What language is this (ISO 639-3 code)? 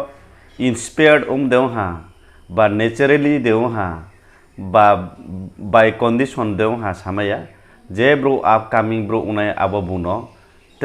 ria